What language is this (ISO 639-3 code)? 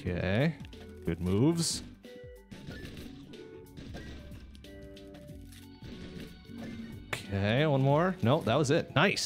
eng